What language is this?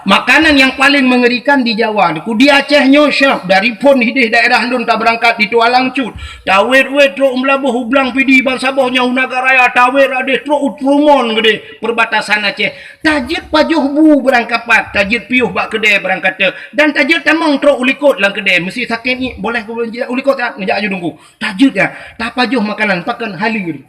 Achinese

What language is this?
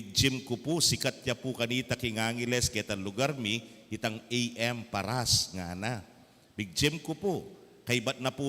Pampanga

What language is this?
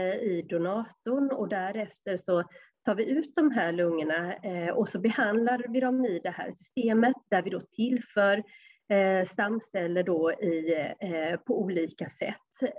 Swedish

